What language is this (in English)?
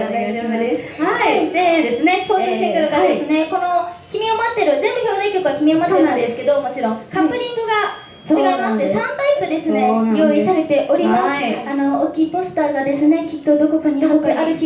Japanese